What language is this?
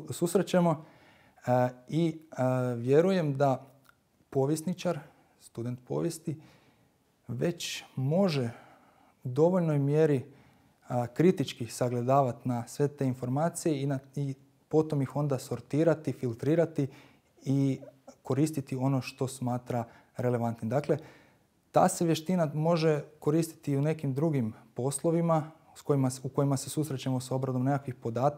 Croatian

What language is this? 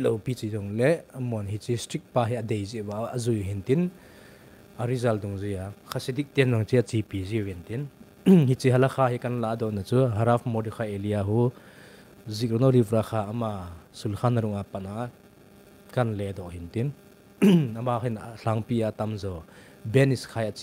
Thado Chin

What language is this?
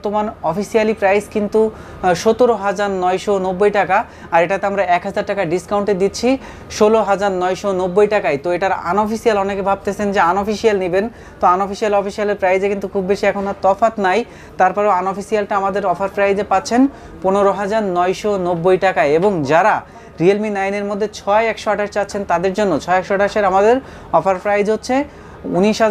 Bangla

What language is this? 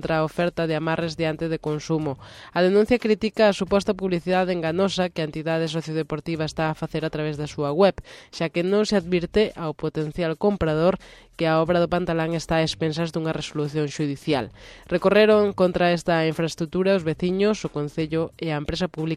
Galician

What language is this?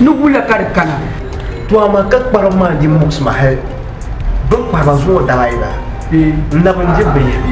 Dagbani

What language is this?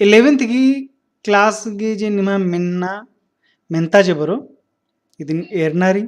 Kurukh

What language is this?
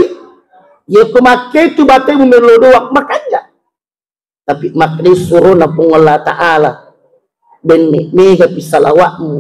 Buginese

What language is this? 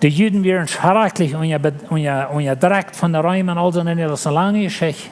Plautdietsch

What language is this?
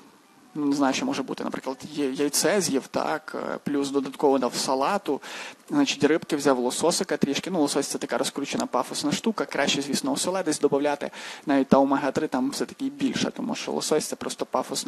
Ukrainian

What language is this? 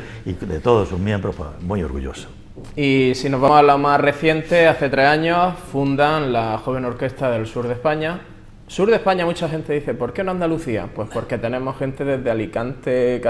Spanish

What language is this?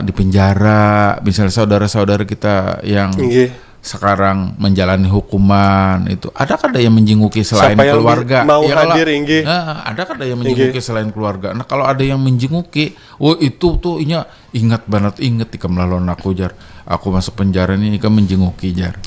Banjar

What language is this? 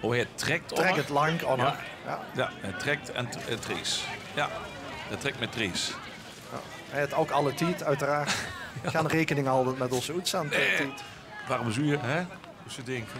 Limburgish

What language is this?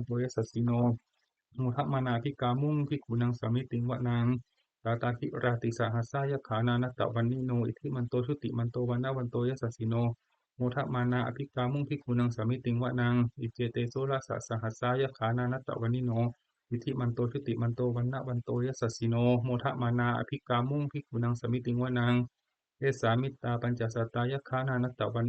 Pali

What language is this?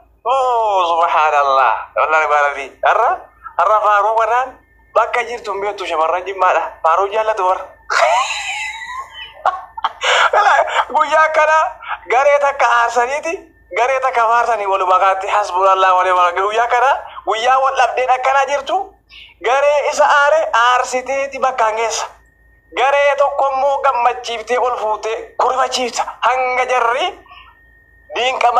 Oromo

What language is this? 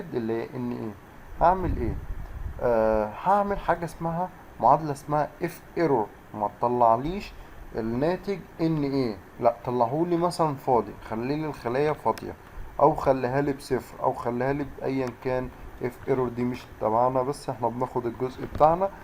Egyptian Arabic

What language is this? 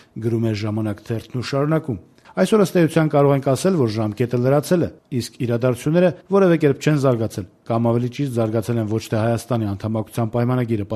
Armenian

